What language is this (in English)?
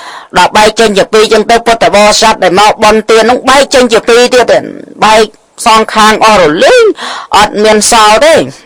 Khmer